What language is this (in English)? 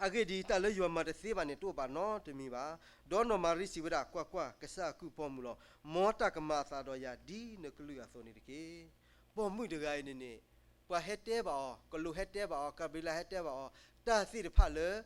S'gaw Karen